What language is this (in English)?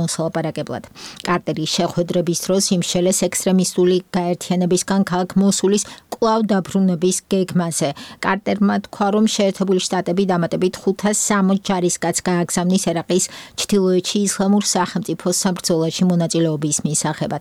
Georgian